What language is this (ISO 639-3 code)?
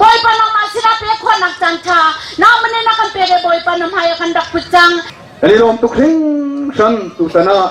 cnh